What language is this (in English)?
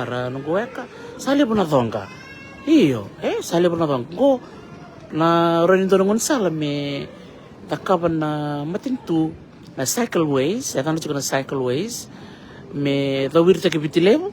Fijian